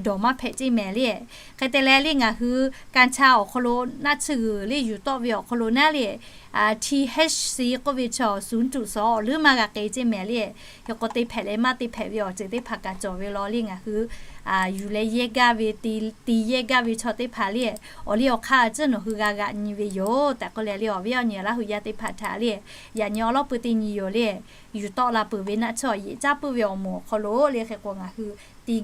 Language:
Lahu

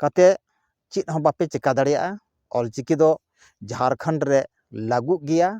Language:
Santali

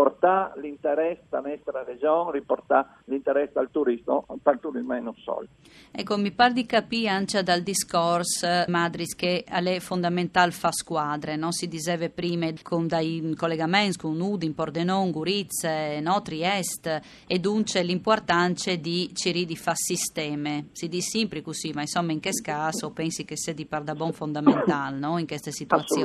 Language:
Friulian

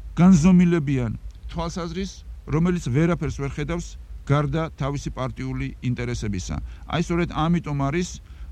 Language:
Georgian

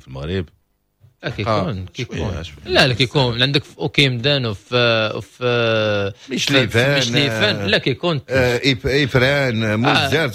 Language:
Moroccan Arabic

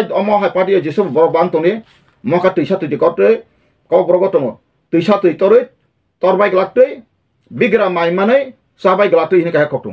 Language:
Kok Borok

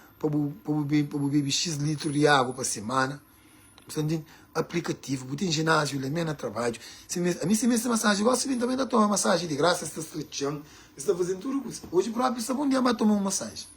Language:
Kabuverdianu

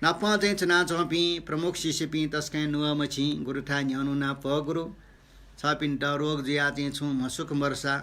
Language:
Newari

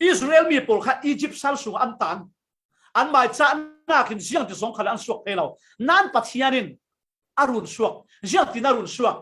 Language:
Falam Chin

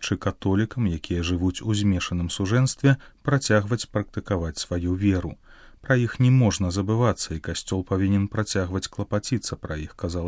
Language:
Belarusian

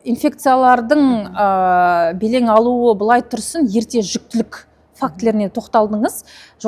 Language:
Kazakh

